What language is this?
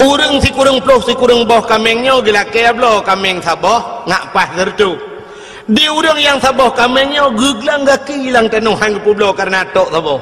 Achinese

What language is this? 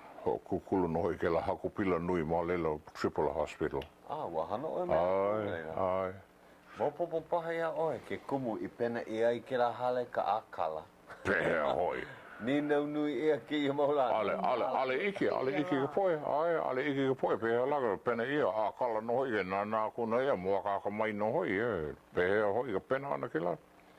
Hawaiian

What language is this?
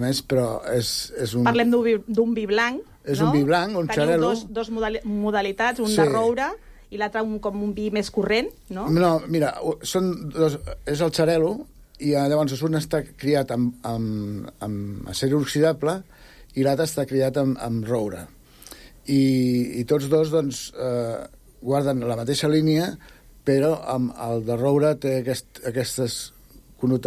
Catalan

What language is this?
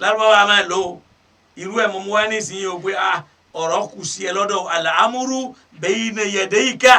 Yoruba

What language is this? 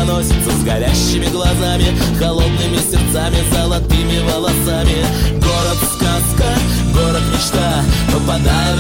Russian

